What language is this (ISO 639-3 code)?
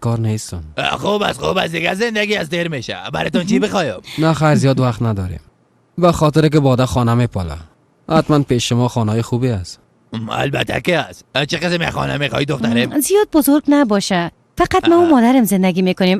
fas